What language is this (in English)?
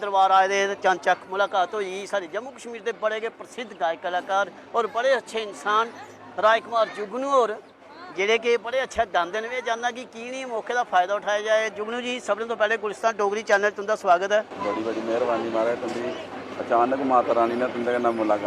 Dogri